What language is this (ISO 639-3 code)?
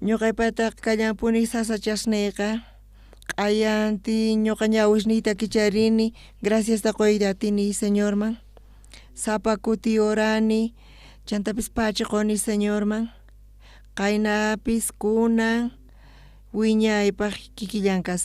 quh